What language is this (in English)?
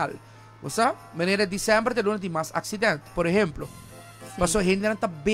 Papiamento